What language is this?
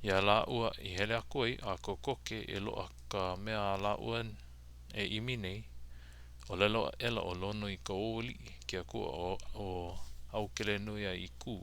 Hawaiian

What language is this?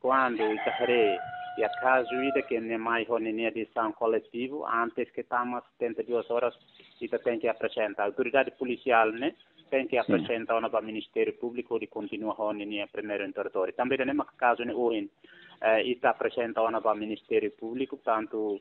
Tetum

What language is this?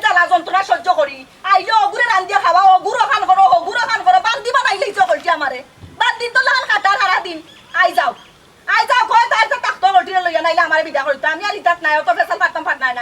Sylheti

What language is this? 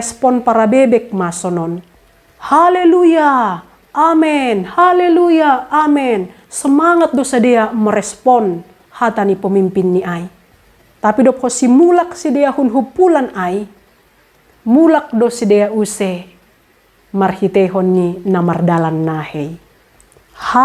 Batak Simalungun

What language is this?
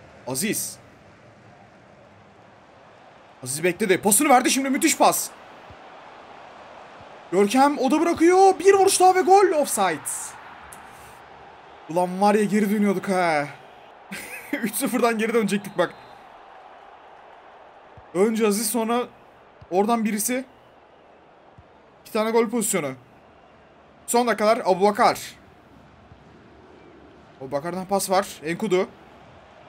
Turkish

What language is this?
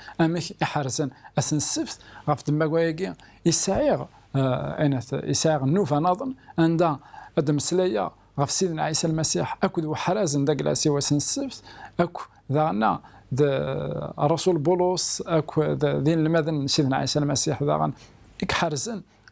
Kabyle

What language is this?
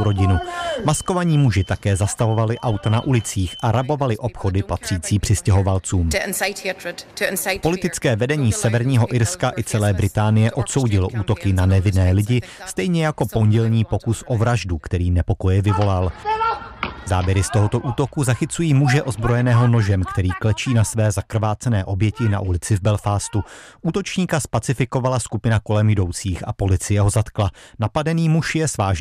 Czech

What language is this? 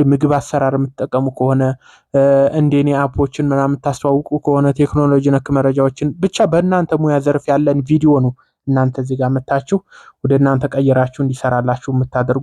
Amharic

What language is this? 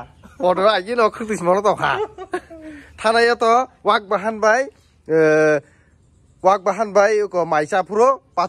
Kok Borok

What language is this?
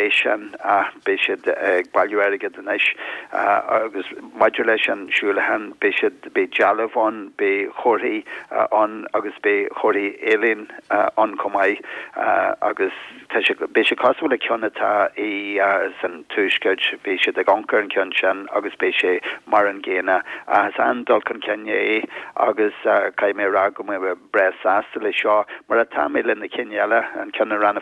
Irish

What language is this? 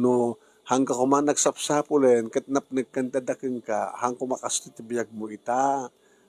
Iloko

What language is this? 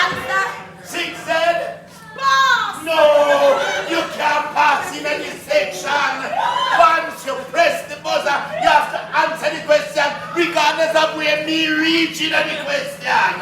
Jamaican Creole English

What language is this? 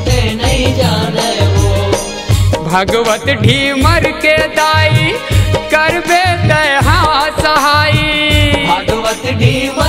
Chhattisgarhi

